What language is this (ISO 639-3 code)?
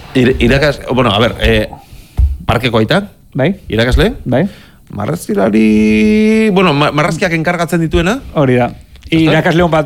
eus